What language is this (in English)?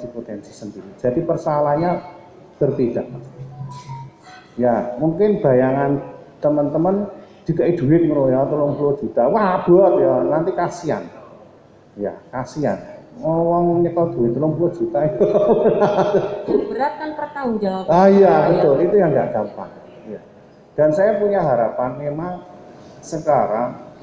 Indonesian